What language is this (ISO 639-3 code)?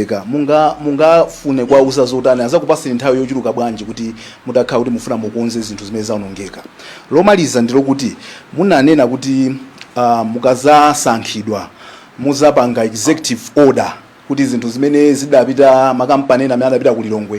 nya